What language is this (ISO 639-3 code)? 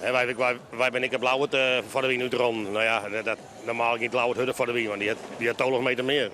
fry